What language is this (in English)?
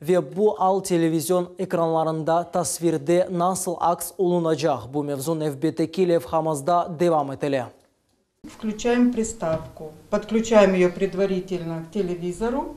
Crimean Tatar